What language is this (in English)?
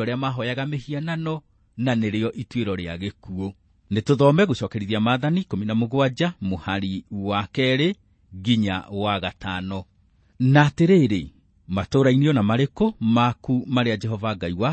Kikuyu